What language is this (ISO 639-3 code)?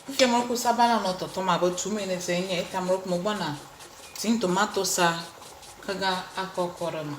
ewe